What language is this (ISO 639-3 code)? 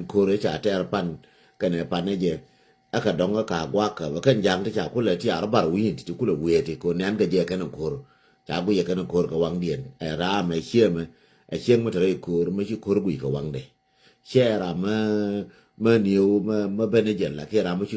nus